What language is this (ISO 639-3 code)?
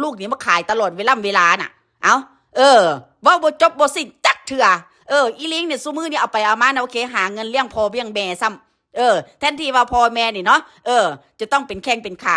tts